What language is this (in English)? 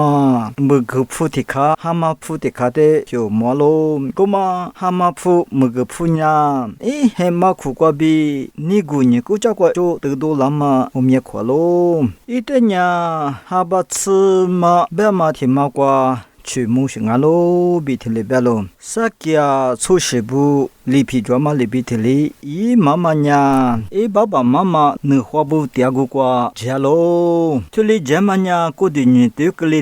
Lisu